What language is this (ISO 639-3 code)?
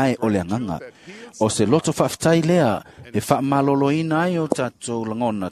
smo